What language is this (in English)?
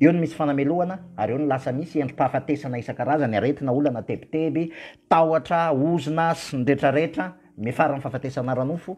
Malagasy